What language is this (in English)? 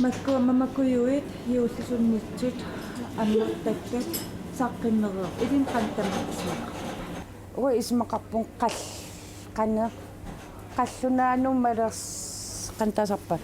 Kalaallisut